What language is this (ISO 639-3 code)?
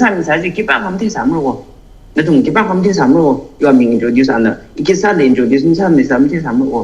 nmf